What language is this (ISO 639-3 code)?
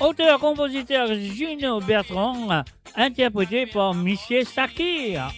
mfe